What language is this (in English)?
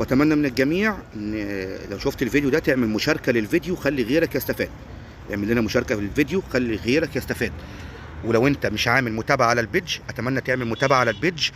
Egyptian Arabic